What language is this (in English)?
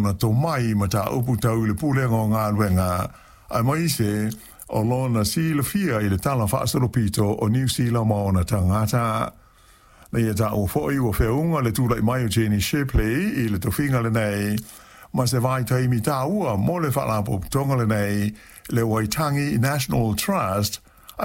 Samoan